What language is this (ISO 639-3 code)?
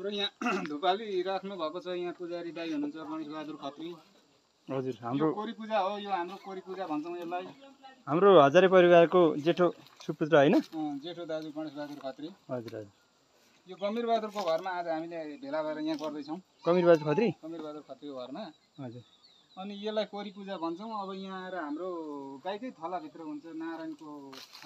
nep